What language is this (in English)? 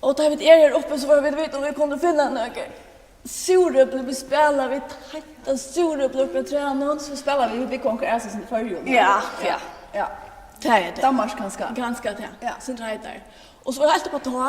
Faroese